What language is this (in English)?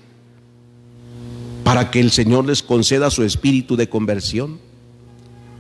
Spanish